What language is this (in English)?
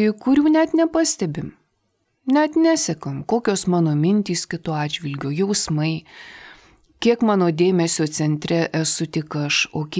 Lithuanian